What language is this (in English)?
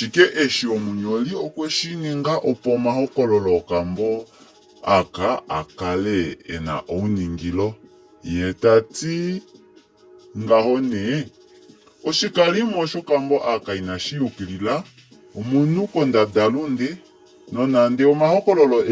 Kuanyama